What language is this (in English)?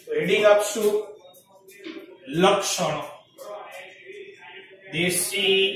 Gujarati